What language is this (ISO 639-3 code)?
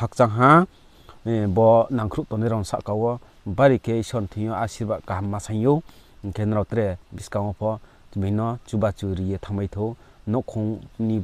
ria